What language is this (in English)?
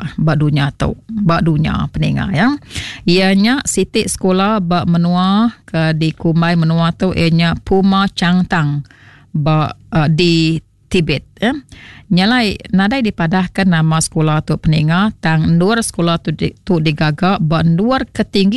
Iban